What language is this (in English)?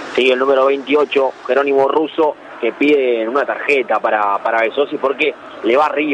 Spanish